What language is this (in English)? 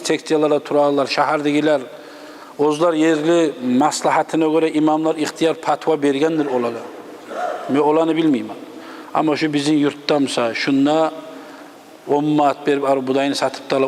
Kumyk